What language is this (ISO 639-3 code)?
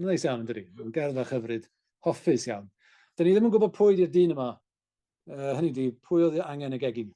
cym